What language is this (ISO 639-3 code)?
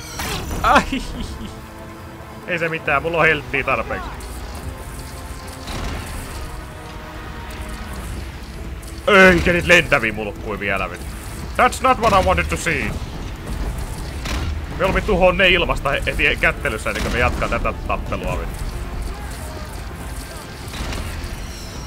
fin